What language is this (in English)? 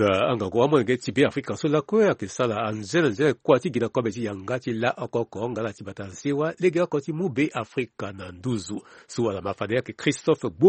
Sango